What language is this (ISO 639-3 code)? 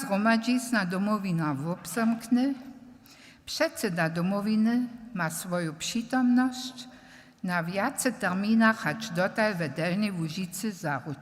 hsb